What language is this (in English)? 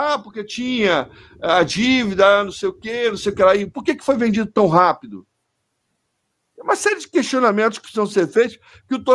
Portuguese